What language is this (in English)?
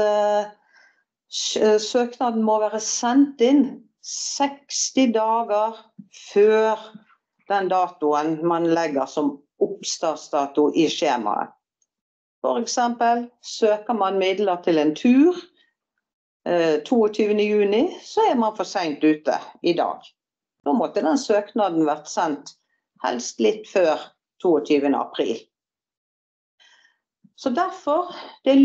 Norwegian